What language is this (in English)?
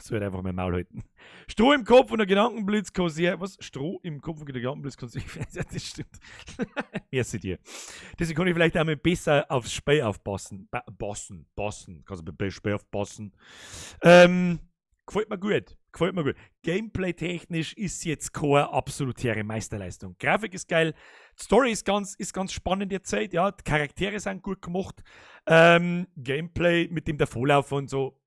Bavarian